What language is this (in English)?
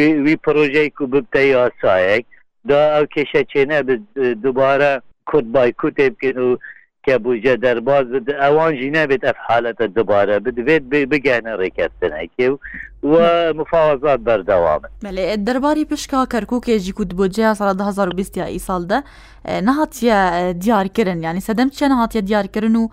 Kurdish